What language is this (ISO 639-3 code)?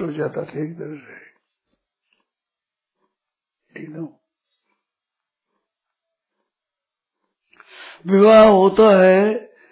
hin